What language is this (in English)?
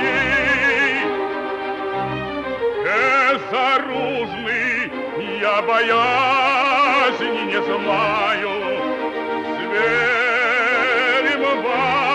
Russian